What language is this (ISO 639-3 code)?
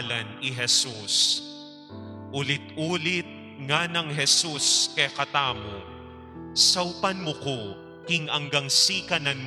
pam